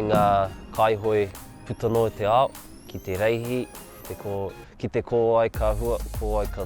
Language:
Māori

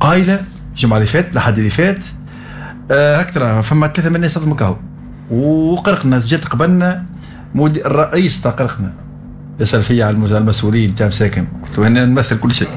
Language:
Tunisian Arabic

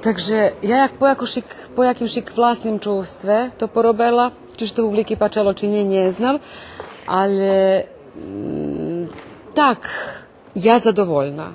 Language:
Rusyn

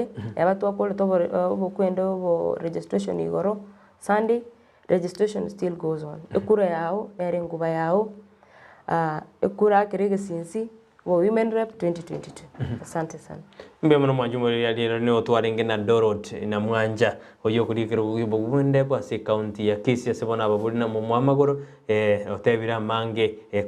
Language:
Gusii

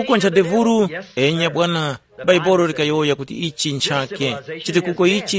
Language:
Tumbuka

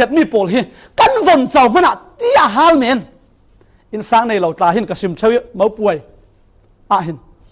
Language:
Falam Chin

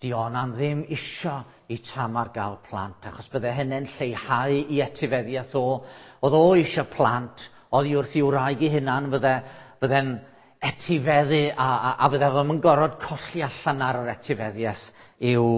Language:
Welsh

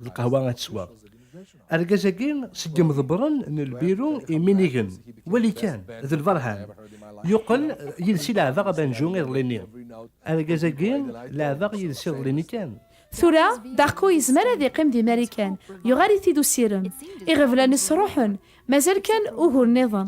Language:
Kabyle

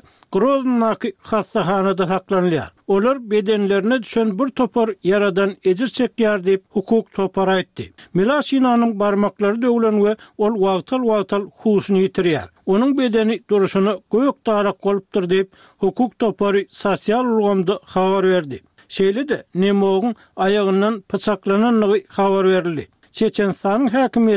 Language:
Turkmen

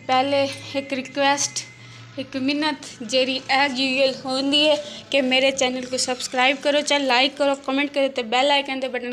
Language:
Saraiki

